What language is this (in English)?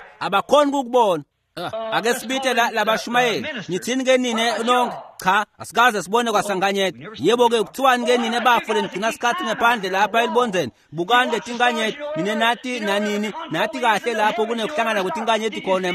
Swati